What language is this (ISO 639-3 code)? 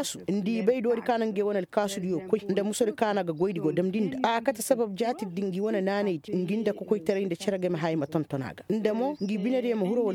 ses